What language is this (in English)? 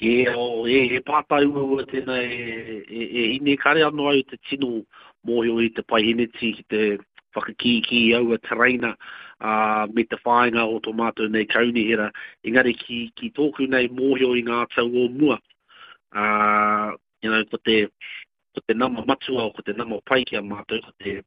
Māori